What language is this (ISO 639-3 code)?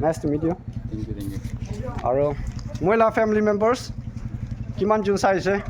nag